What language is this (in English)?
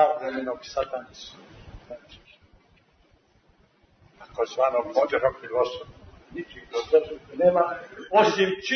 Serbian